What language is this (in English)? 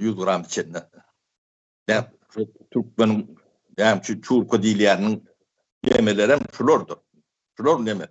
Turkmen